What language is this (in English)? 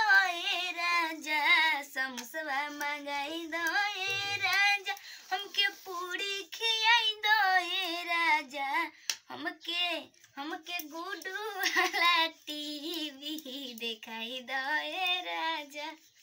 Bhojpuri